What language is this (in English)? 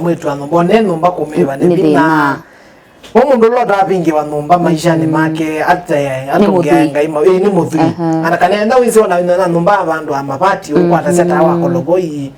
Kamba